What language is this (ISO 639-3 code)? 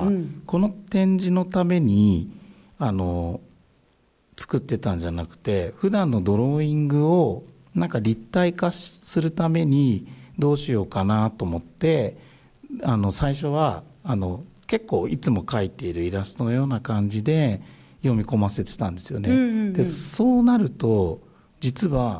jpn